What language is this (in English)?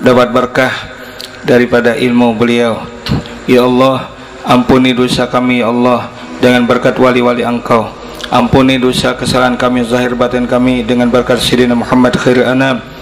Banjar